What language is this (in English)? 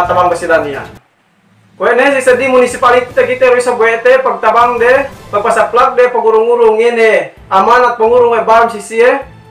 Yakan